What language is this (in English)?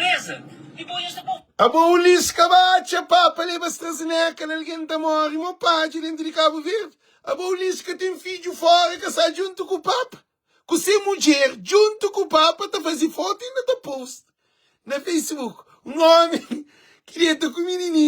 Kabuverdianu